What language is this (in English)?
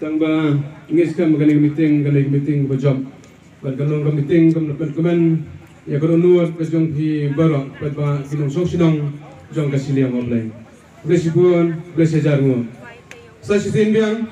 Khasi